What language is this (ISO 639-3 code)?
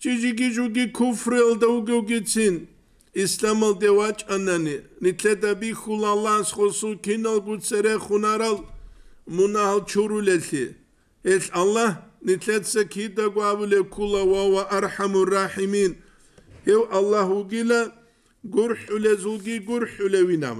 ava